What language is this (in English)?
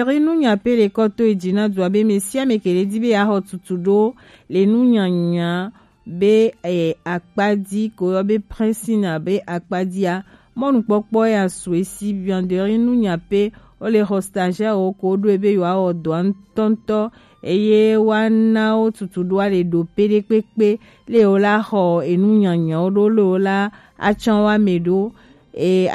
Gen